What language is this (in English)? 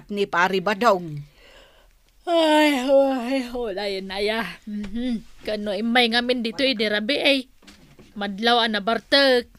Iloko